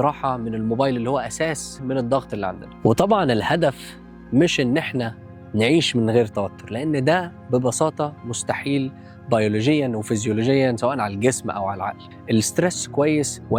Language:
Egyptian Arabic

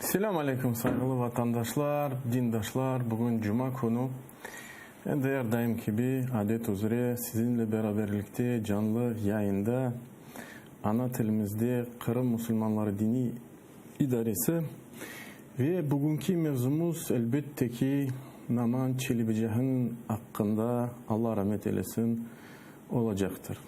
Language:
Crimean Tatar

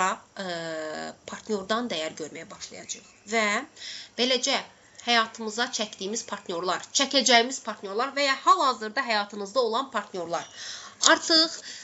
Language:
Azerbaijani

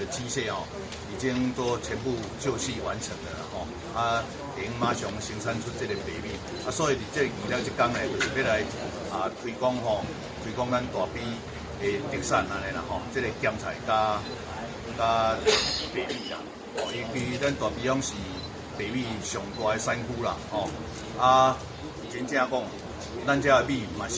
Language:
Min Nan Chinese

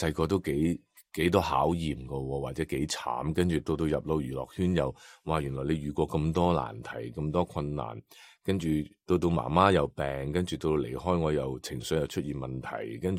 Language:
Cantonese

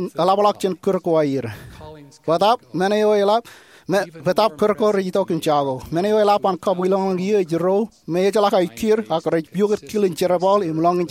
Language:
Marshallese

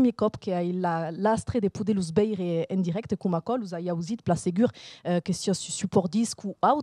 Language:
Occitan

